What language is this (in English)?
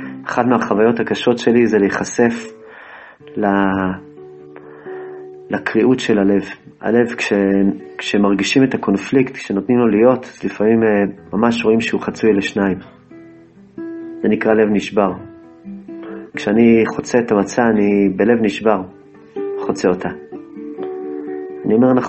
Hebrew